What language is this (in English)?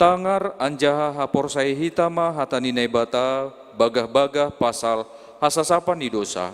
Batak Simalungun